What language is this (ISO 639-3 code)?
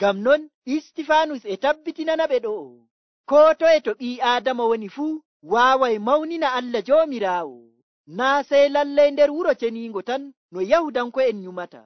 fuv